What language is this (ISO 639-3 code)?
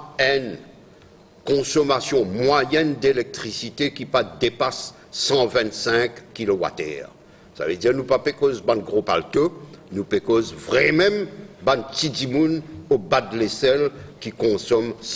mfe